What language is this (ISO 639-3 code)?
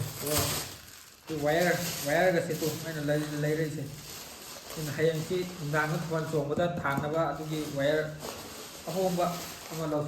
mni